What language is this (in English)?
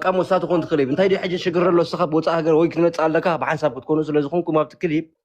Tigrinya